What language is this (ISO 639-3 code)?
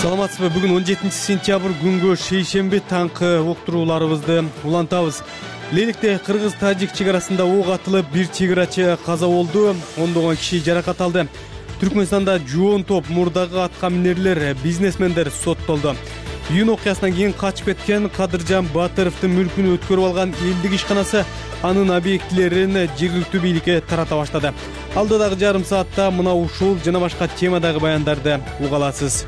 kir